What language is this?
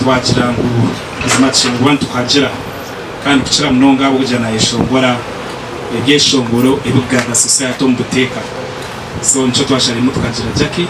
Nyankole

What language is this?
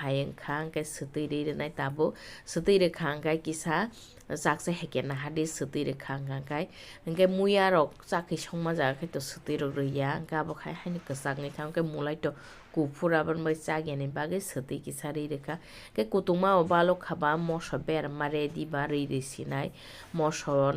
Kok Borok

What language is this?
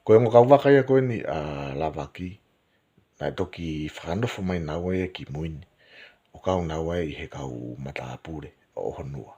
Tongan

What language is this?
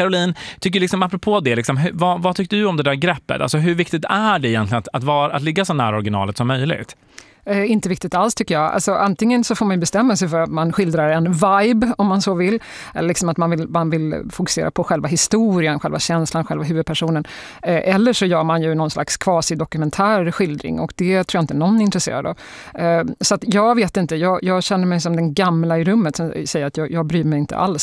Swedish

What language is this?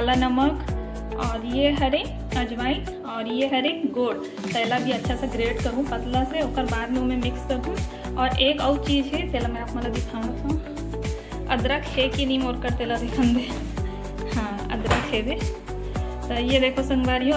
Chhattisgarhi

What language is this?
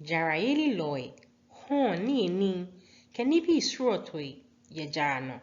Ga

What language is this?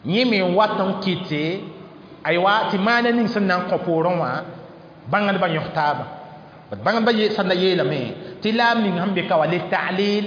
Mossi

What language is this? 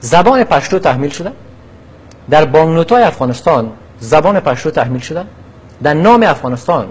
Persian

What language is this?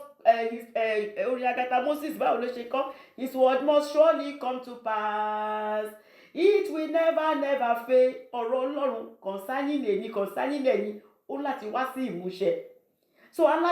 Yoruba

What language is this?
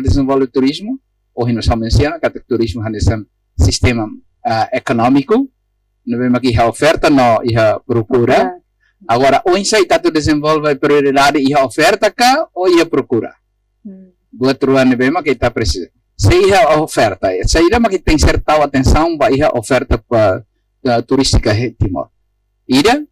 Tetum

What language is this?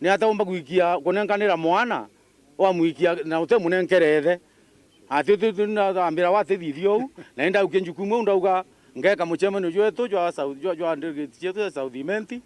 Meru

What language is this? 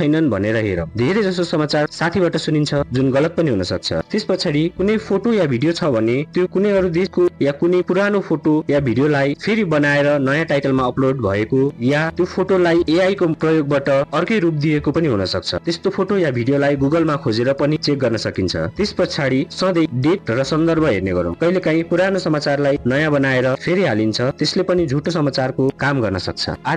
Nepali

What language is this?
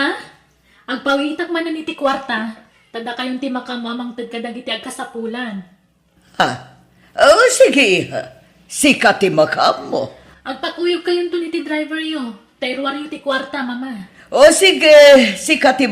Iloko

